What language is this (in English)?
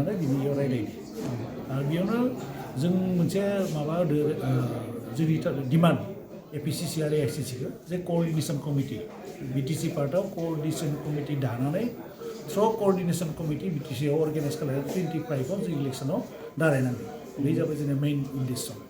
Bodo